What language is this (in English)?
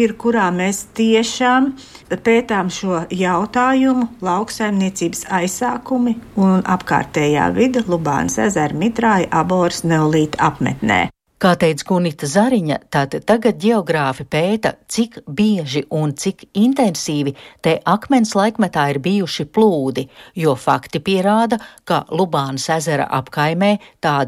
Latvian